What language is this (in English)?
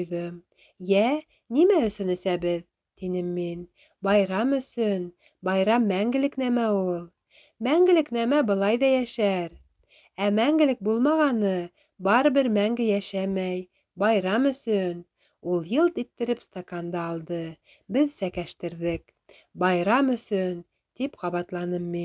Bashkir